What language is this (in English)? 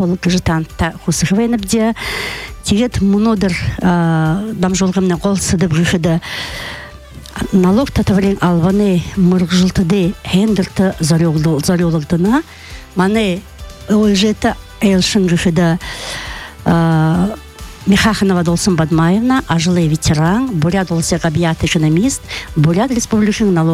Buriat